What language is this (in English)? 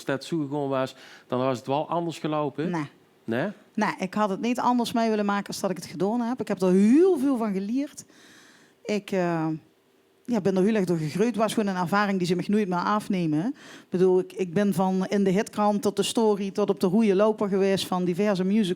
Limburgish